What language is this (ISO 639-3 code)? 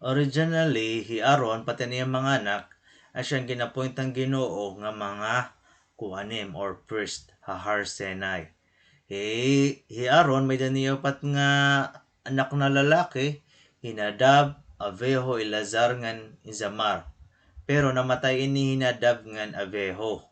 war